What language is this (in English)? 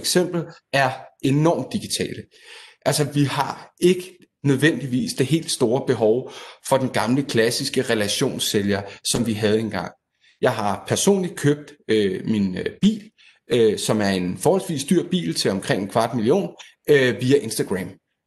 Danish